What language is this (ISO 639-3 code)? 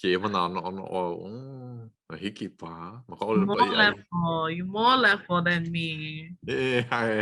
haw